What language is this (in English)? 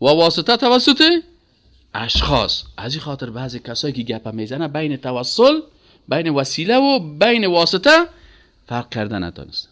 Persian